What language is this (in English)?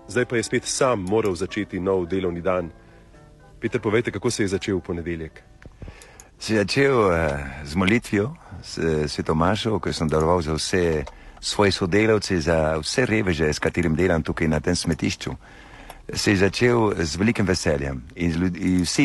Slovenian